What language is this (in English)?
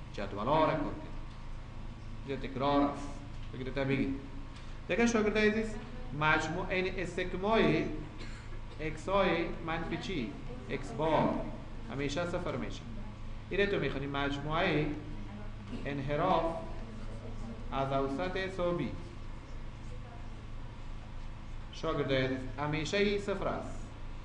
Persian